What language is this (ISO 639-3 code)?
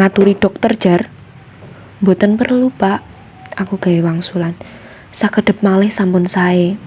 jav